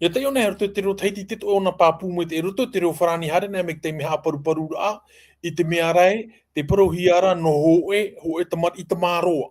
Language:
Tahitian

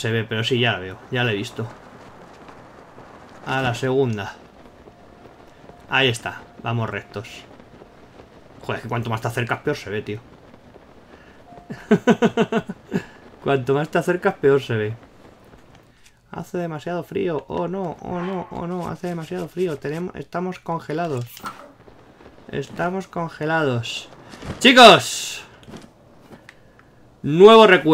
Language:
Spanish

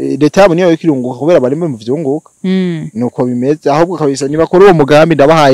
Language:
Rundi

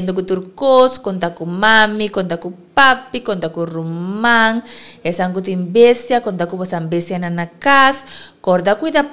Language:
Papiamento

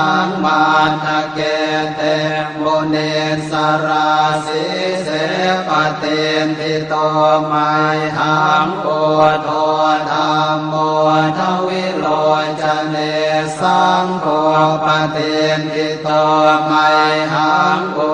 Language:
Pali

